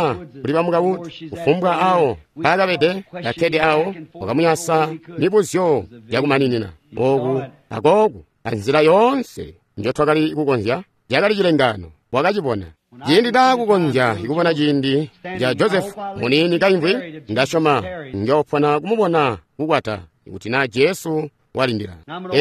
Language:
Tonga (Zambia)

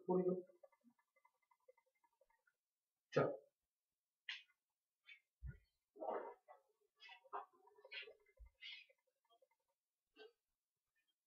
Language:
Gujarati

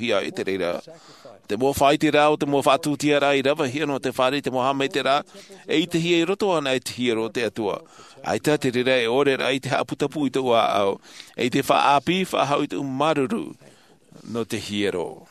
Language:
Tahitian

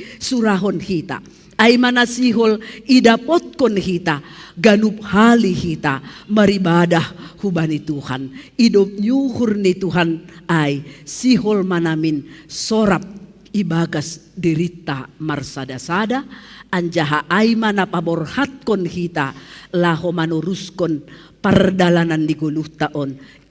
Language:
Batak Simalungun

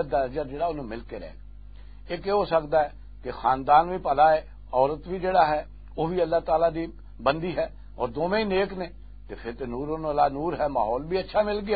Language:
Western Panjabi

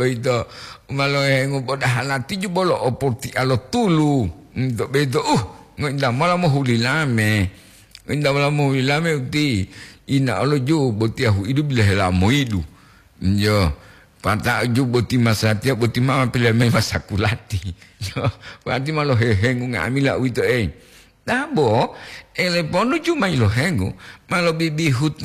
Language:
Gorontalo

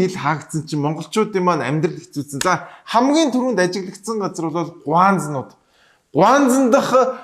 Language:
Mongolian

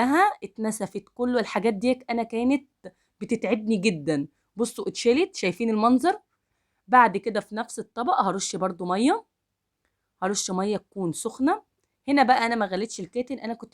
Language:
Egyptian Arabic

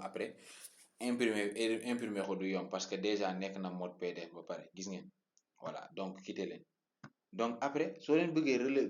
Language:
Wolof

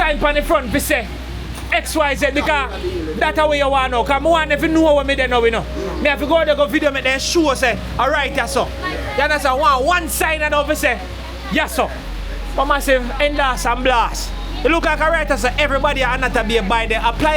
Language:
Jamaican Creole English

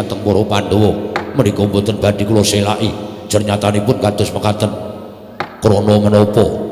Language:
Javanese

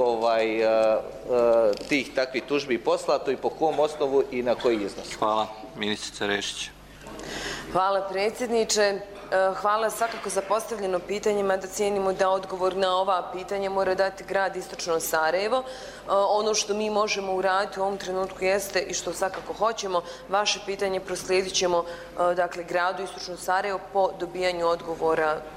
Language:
Bosnian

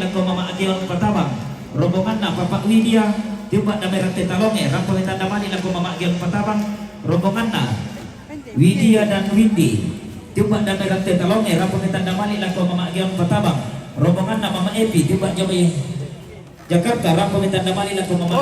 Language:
Toraja-Sa'dan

